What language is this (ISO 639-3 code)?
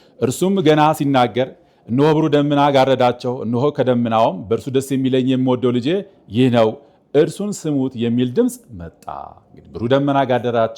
amh